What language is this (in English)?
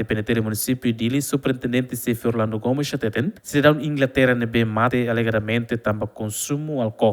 Tetum